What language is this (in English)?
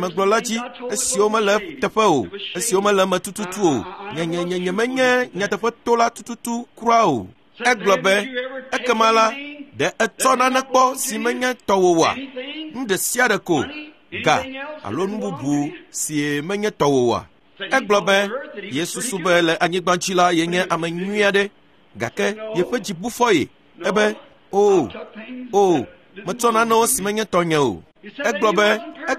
Ewe